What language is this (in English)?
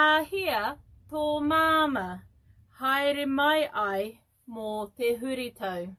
Māori